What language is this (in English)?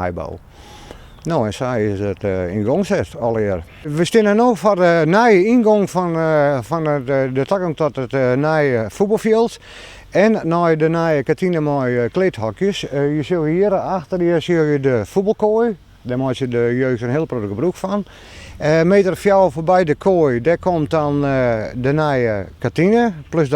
Western Frisian